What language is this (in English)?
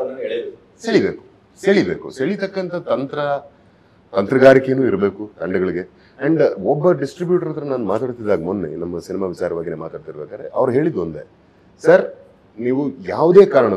Kannada